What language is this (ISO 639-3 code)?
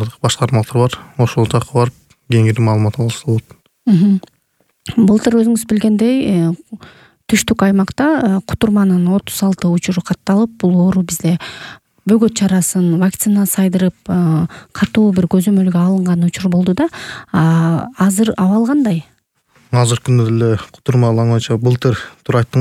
kir